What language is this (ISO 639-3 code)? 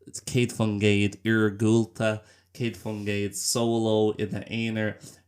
gle